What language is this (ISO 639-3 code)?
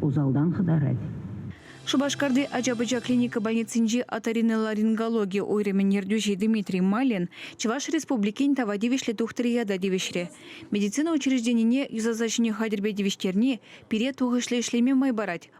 chv